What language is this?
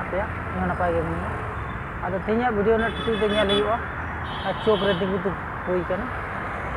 Santali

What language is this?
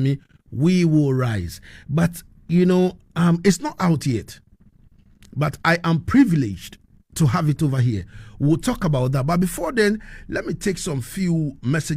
Jamaican Creole English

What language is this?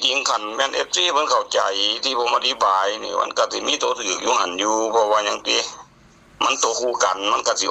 Northeastern Thai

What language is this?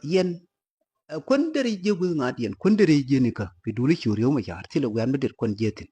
Nuer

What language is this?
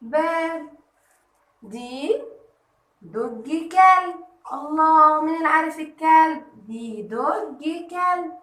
Egyptian Arabic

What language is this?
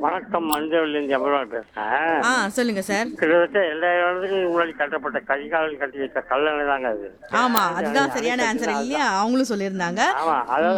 Tamil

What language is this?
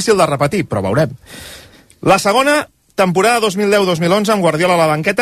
Catalan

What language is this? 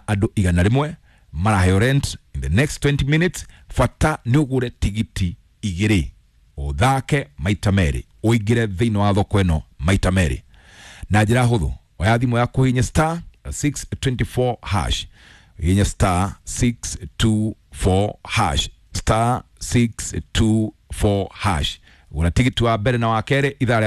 Kikuyu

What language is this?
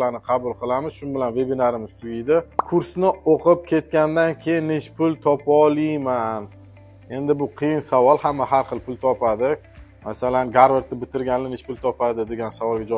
Uzbek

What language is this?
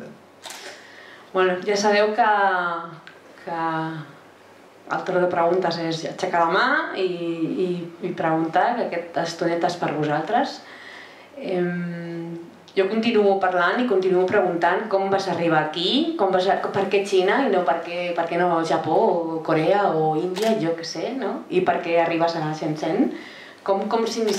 Catalan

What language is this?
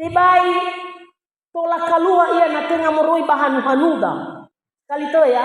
Nias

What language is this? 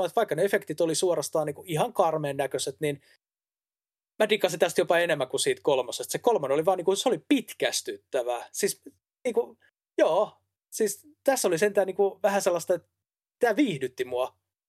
Finnish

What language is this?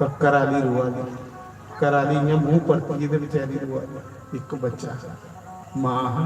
Dogri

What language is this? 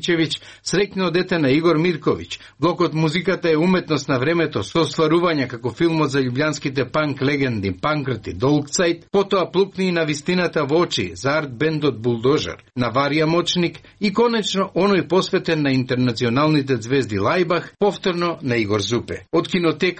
Macedonian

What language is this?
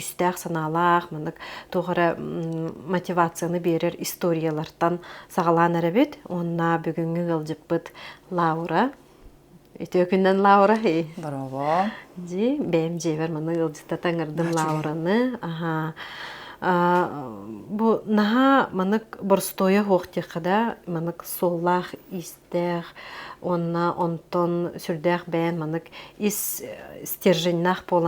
Yakut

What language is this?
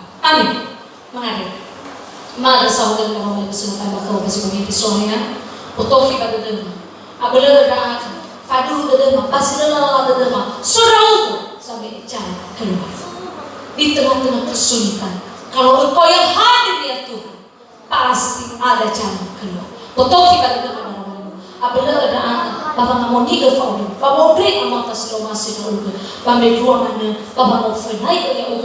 Nias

